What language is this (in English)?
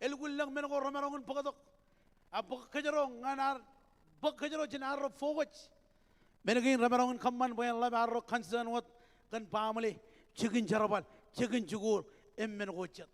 Marshallese